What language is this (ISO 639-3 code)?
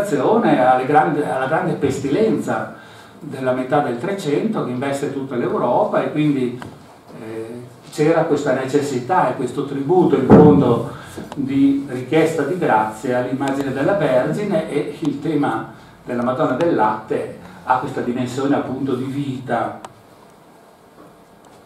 ita